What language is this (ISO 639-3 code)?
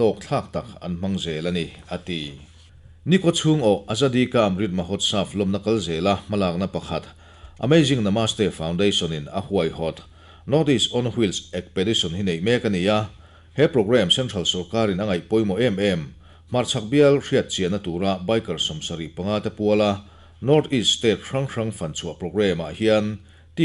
lus